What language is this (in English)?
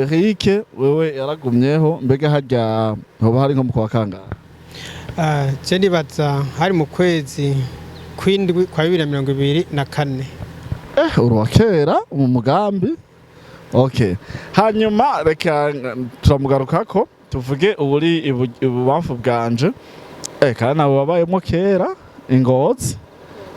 Rundi